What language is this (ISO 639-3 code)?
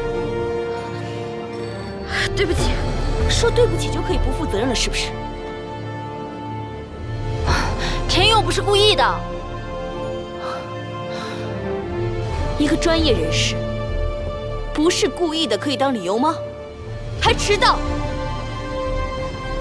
zho